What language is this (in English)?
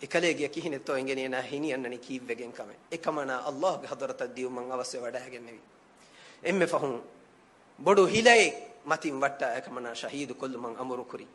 Divehi